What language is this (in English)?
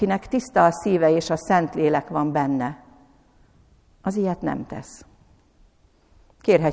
Hungarian